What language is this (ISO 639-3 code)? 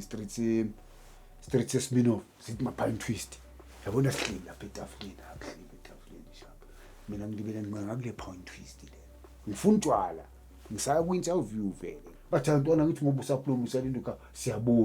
zul